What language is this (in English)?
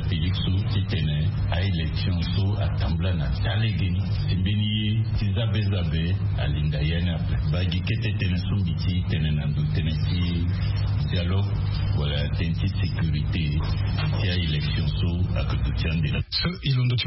Sango